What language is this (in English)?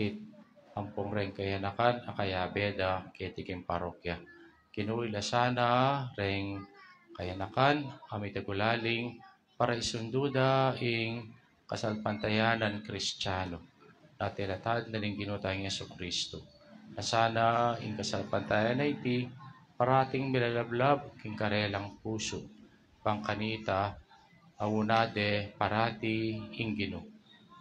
Pampanga